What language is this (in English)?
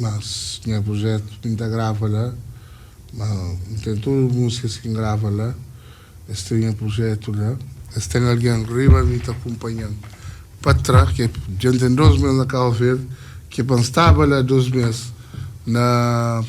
Kabuverdianu